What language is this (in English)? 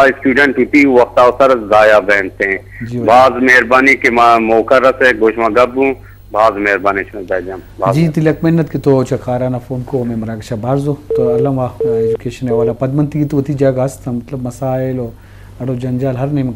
Eastern Balochi